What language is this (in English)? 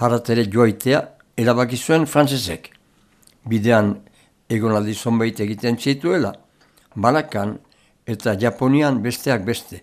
Basque